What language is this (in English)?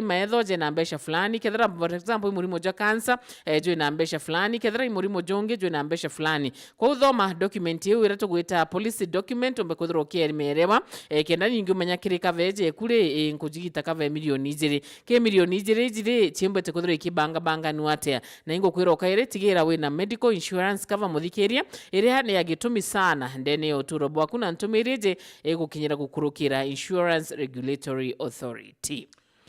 Meru